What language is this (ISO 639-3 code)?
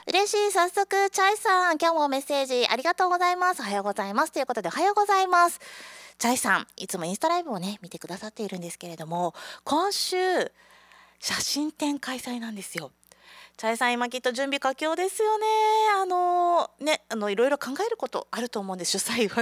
jpn